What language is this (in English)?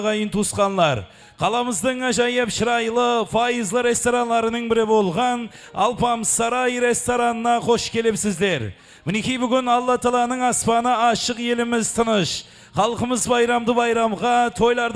Kara-Kalpak